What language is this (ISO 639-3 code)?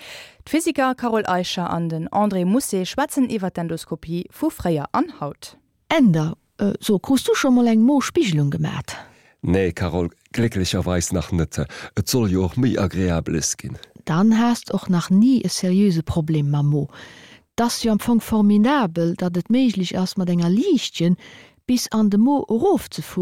ltz